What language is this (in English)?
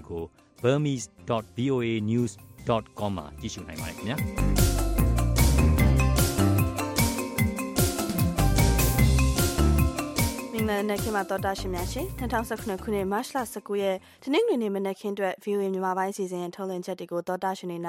Burmese